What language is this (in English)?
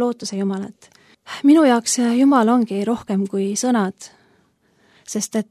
Estonian